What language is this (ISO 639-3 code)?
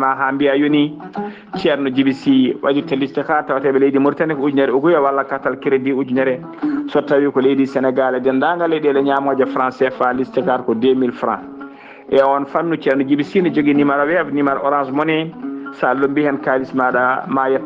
ful